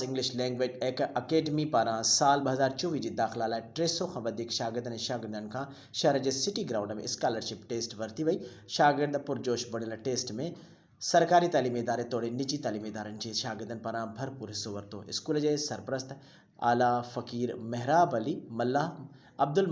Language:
Sindhi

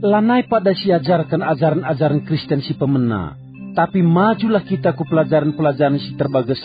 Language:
Batak Karo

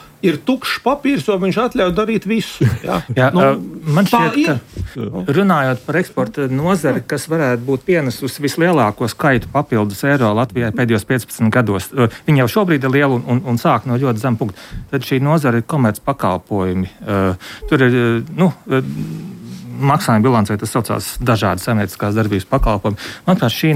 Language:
Latvian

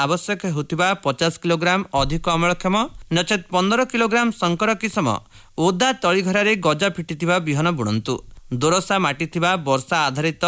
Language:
Odia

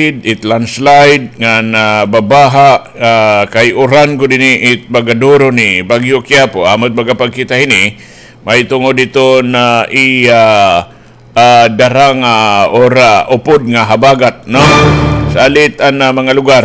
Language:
Waray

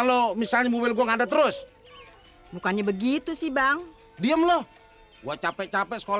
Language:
Betawi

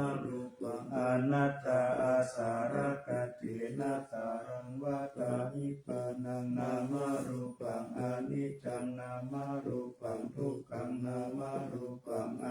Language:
Pali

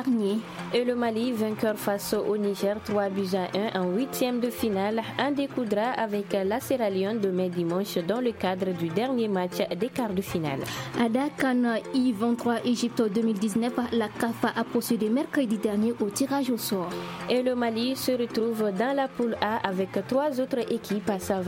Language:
French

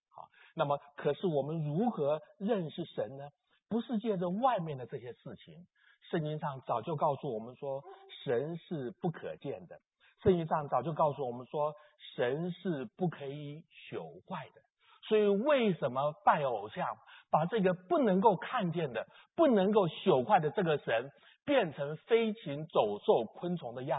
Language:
Chinese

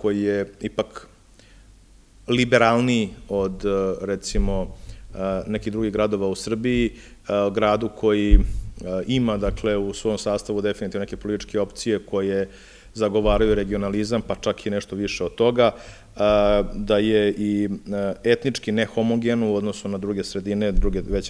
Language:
Serbian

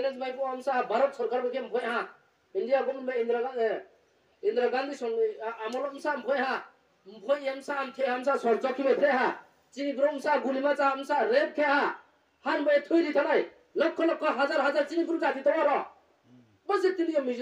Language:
Riang (India)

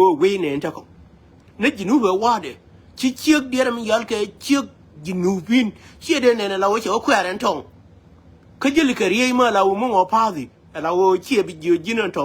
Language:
Nuer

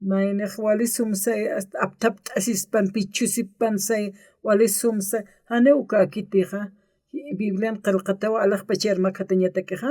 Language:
Aymara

